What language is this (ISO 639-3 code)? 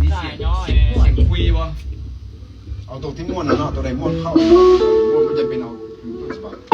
lao